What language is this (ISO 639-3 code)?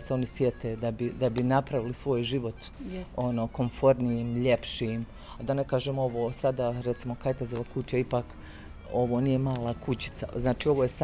bos